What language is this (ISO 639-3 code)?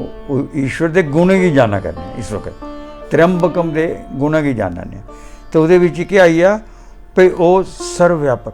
doi